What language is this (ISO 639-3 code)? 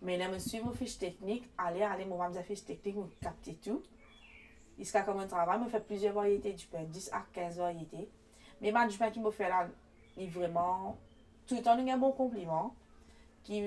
mfe